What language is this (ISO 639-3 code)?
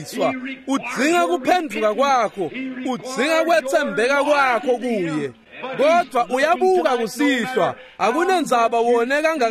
ssw